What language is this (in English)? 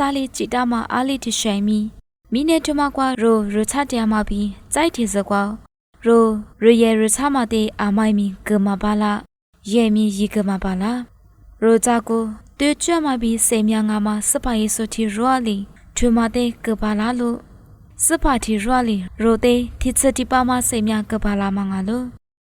Lisu